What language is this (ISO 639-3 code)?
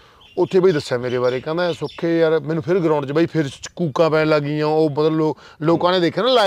pan